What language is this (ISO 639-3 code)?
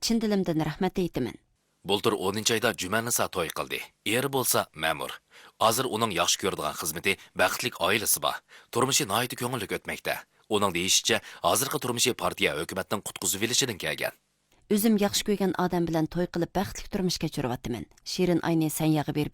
uig